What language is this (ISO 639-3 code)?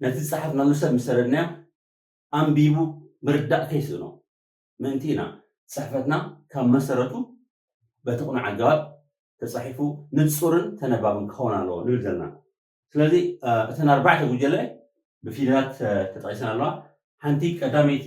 tir